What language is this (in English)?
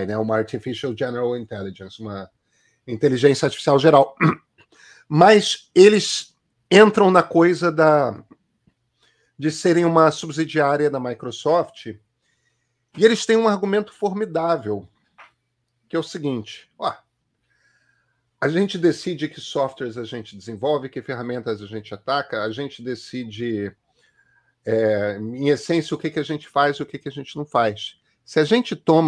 Portuguese